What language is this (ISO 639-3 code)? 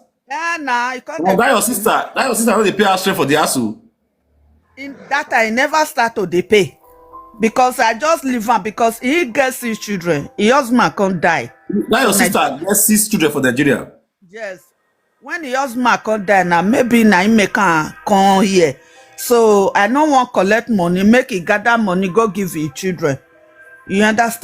pcm